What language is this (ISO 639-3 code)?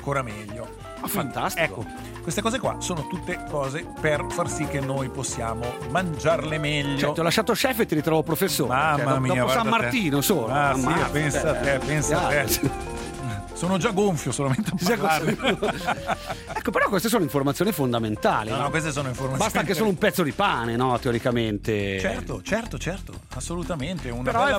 ita